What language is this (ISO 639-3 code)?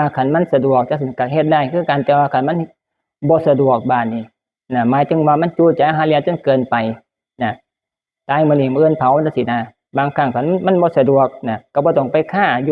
tts